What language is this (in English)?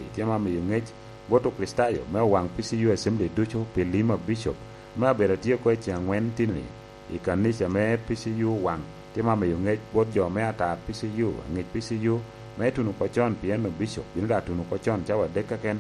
Lango (Uganda)